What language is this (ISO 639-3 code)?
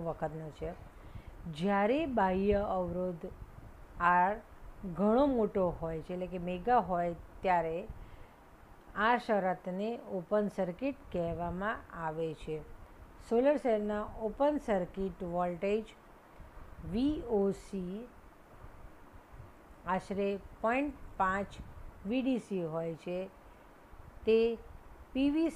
guj